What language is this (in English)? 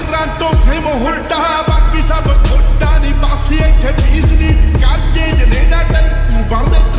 Punjabi